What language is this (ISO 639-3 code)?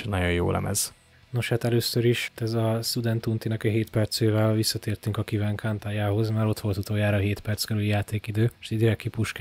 hun